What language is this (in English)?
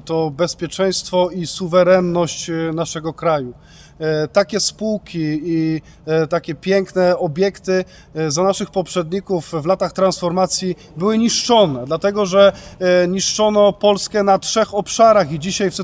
Polish